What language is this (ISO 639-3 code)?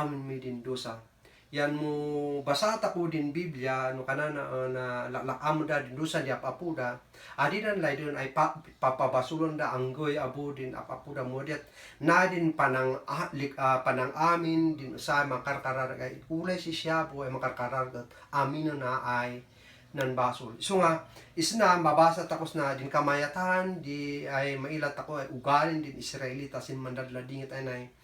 kne